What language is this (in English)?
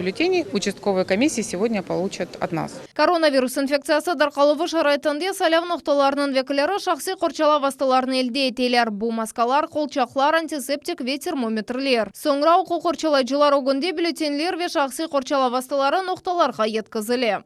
Crimean Tatar